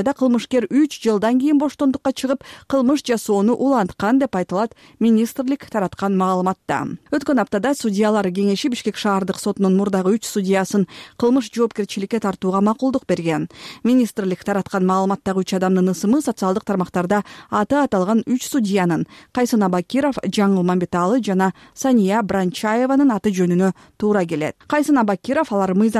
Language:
Kyrgyz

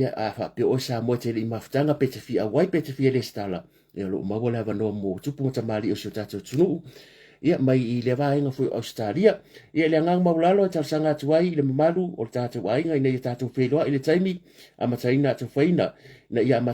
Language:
Samoan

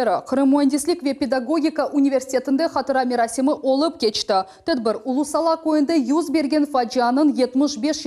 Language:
Crimean Tatar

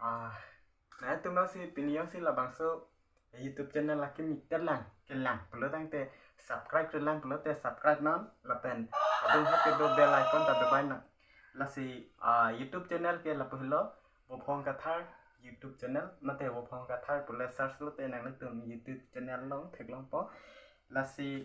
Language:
Karbi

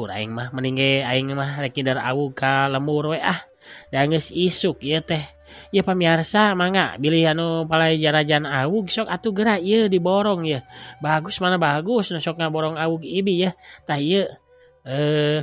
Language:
Sundanese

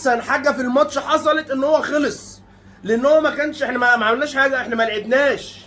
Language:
Egyptian Arabic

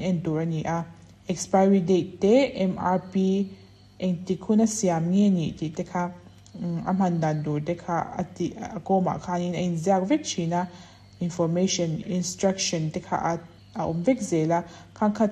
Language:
Mizo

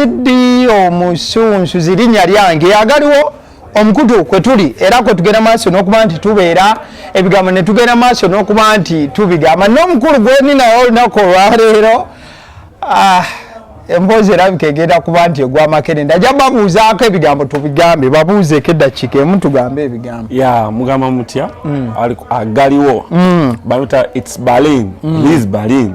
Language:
Ganda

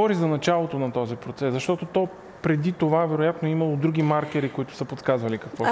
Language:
Bulgarian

